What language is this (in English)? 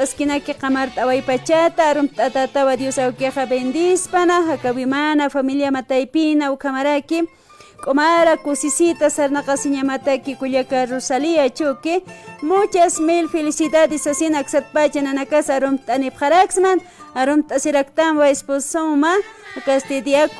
Aymara